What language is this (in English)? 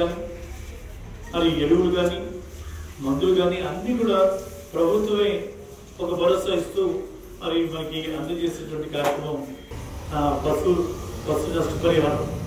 Telugu